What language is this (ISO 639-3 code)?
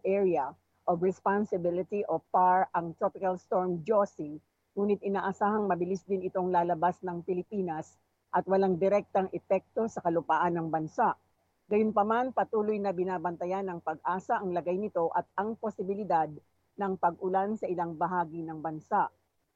fil